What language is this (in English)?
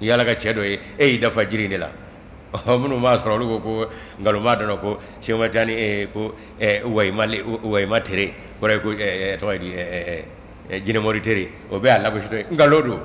Bambara